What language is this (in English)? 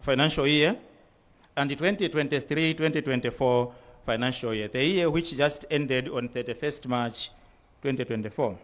Nyanja